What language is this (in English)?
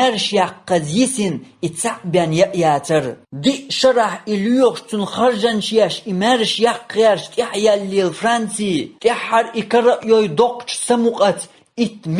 Chechen